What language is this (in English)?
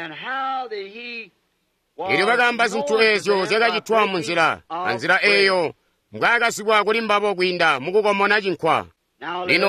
Tonga (Zambia)